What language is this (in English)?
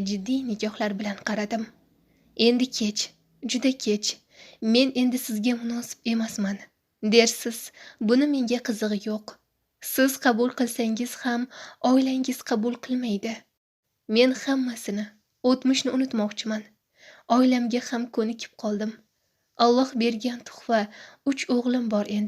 Uzbek